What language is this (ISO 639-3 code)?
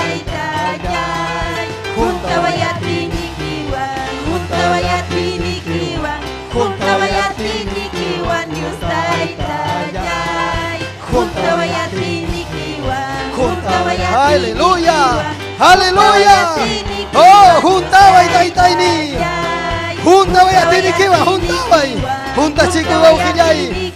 quy